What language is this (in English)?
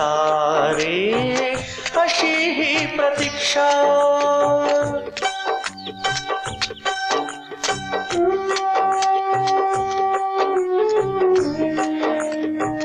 Marathi